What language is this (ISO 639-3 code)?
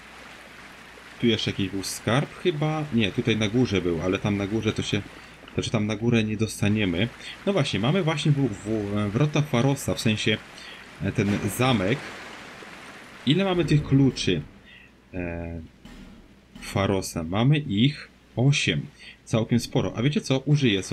pol